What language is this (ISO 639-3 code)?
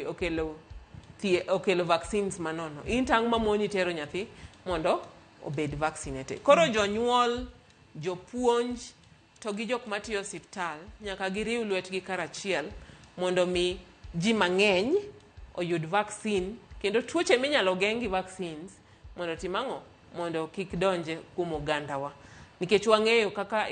luo